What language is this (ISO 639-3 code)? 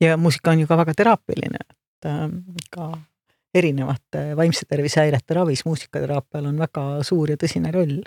est